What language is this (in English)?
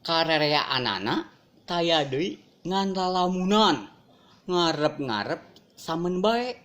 Sundanese